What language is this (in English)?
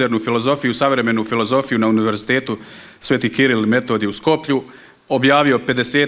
Bosnian